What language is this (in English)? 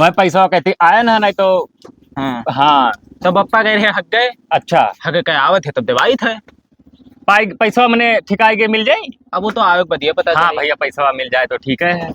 Awadhi